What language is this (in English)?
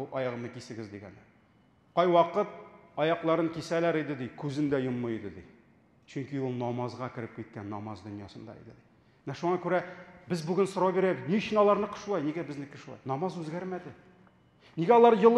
Tatar